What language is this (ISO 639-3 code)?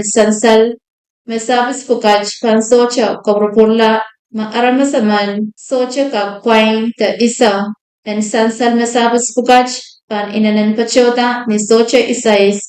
pon